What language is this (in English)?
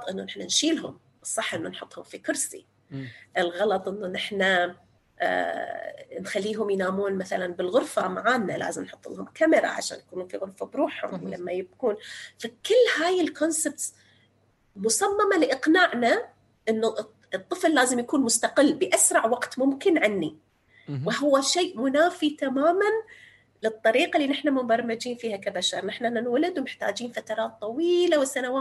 North Levantine Arabic